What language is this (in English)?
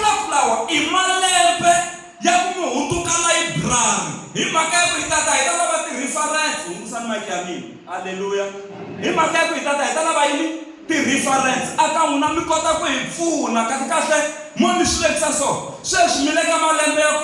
Tsonga